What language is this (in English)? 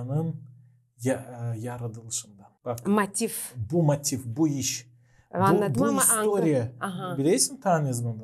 Gagauz